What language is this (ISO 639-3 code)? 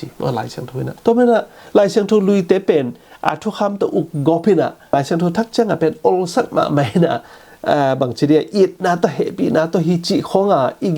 ctd